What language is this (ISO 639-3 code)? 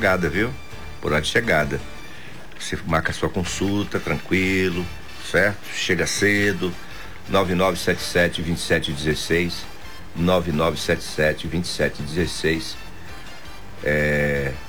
por